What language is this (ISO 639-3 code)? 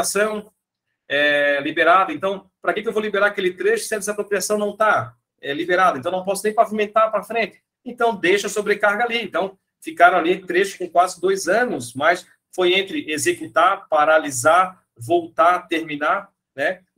por